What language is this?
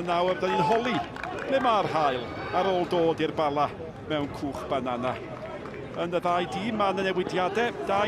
Welsh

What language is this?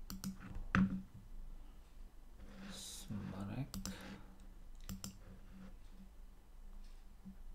Slovak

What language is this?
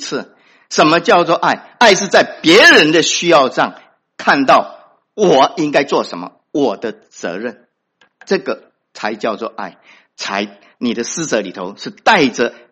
Chinese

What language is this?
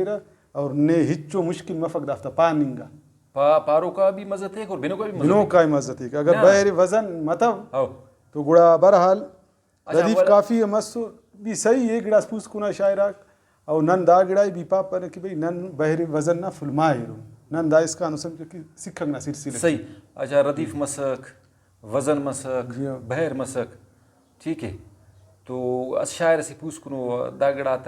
Brahui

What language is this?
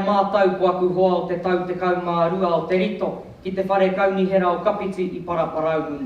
Māori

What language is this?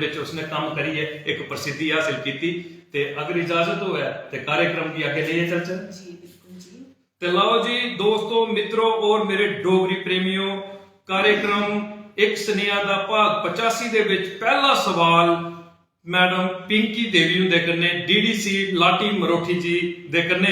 Dogri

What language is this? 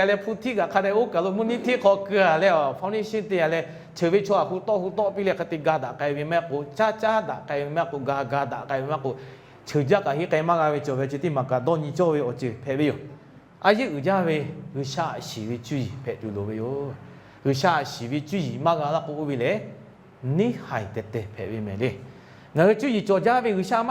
Lahu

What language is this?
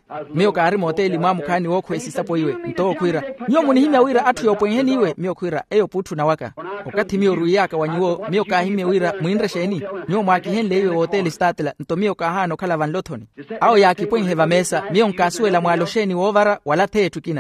Makhuwa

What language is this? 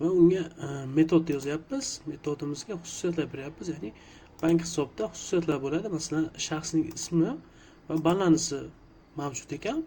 Uzbek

